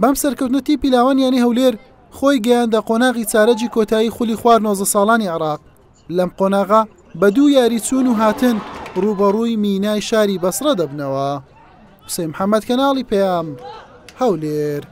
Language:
Central Kurdish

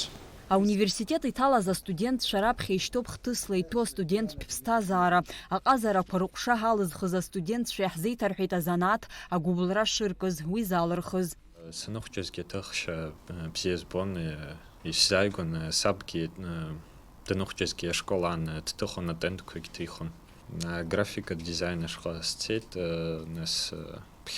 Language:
Abkhazian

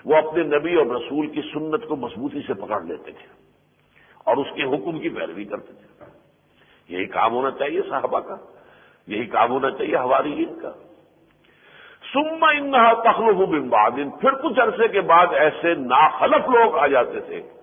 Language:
Urdu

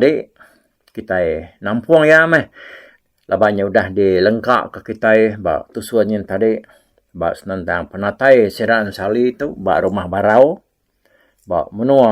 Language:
Iban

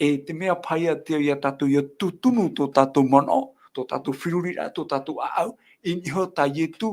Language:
Tahitian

